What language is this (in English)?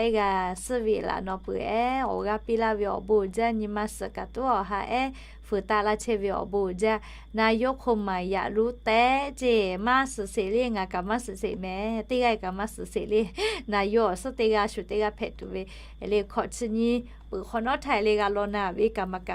Lahu